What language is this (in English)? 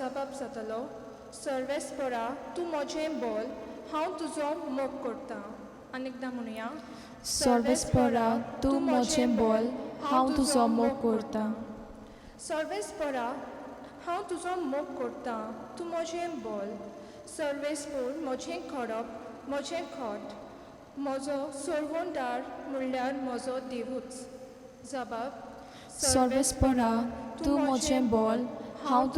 Konkani